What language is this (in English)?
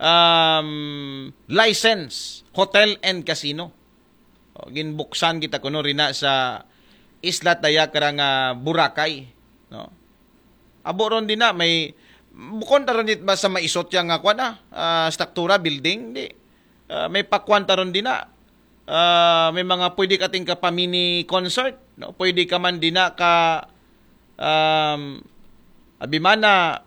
Aklanon